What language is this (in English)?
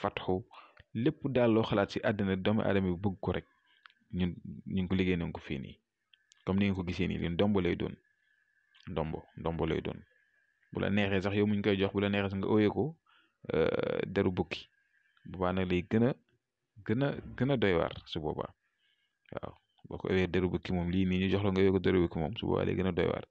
Wolof